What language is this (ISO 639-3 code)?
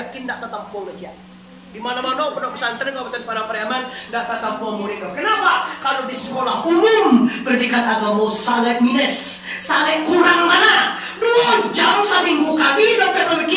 min